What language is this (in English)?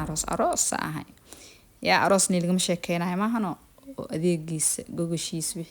Somali